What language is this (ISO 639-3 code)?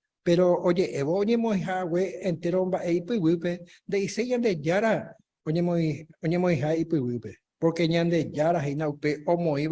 grn